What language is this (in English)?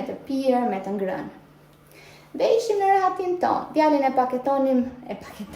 Albanian